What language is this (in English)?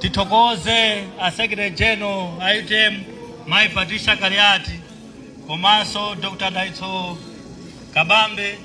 Nyanja